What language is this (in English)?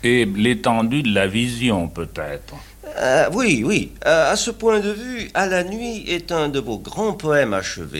French